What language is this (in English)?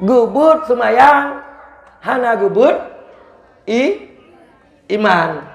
Achinese